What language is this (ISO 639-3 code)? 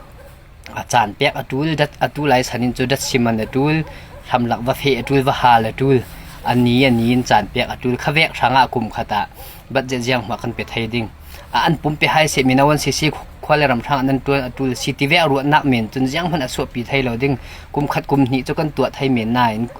cfm